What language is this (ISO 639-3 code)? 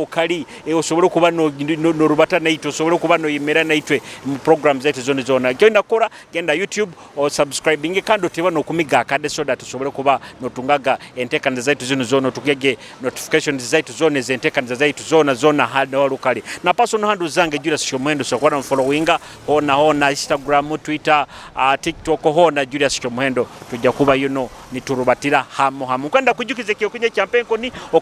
nyo